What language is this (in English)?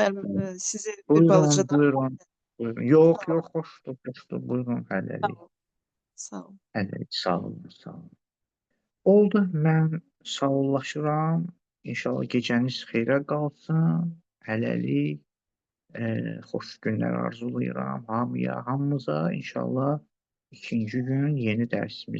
Azerbaijani